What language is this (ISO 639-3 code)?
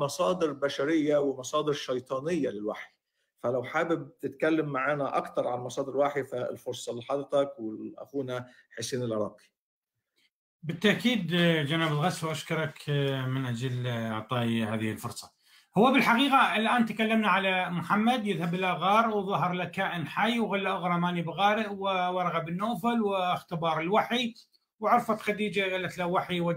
arz